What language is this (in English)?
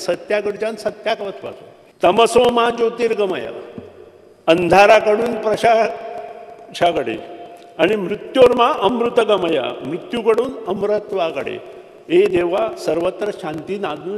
Konkani